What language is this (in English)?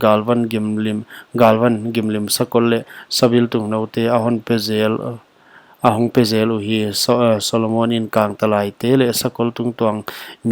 Paite Chin